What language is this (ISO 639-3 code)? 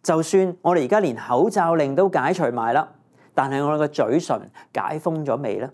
yue